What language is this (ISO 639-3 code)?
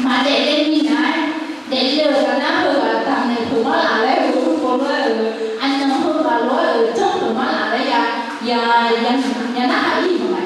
ahk